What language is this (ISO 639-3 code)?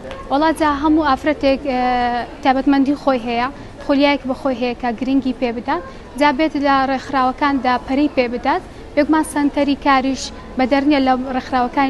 ckb